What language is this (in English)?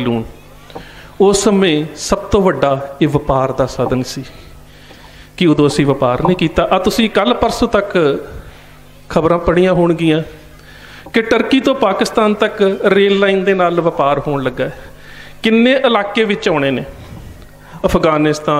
Punjabi